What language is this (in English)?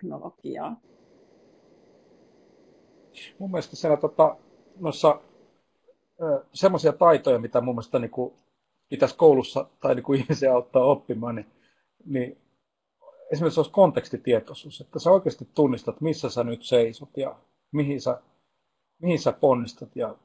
Finnish